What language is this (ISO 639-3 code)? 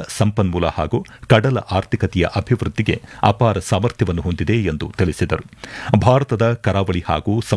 kan